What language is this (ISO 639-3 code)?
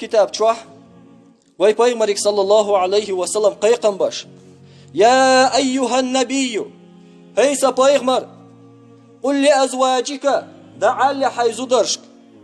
che